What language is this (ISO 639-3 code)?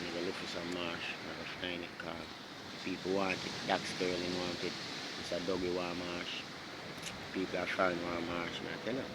jam